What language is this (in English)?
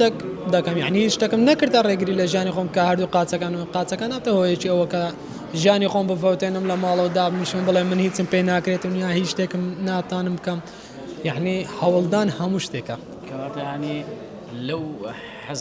Central Kurdish